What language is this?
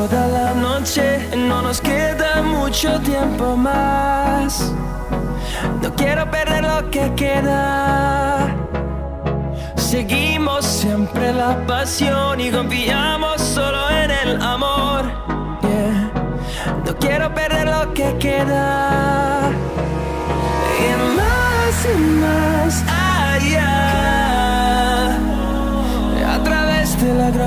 Spanish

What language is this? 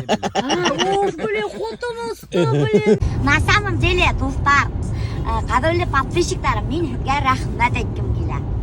Bashkir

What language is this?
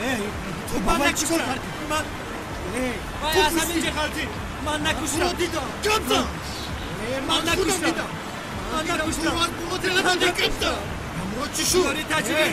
Tajik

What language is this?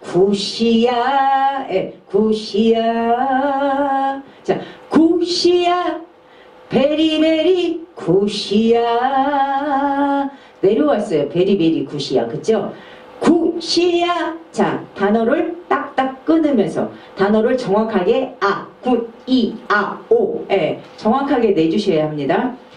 Korean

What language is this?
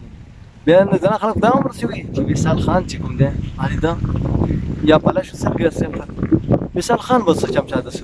Pashto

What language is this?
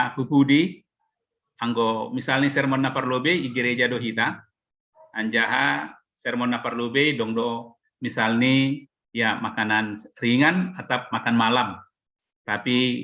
Batak Simalungun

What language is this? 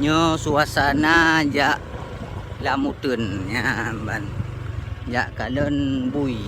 Achinese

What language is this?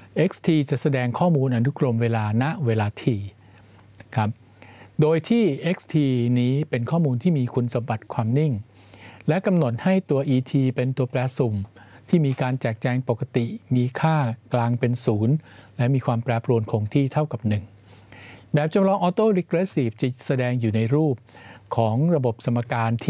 Thai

